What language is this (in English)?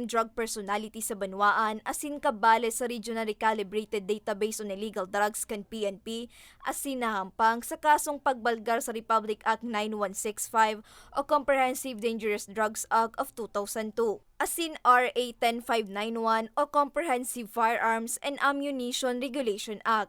Bikol